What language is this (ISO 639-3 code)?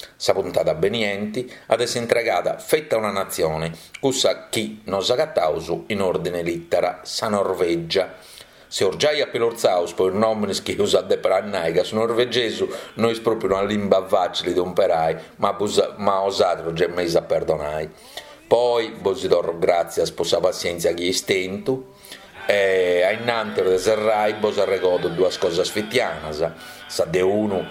srd